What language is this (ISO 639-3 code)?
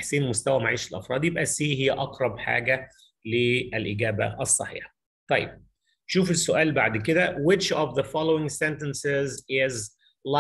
arz